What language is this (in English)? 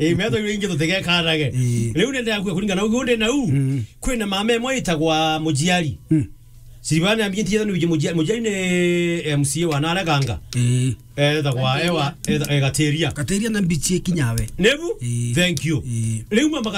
Meru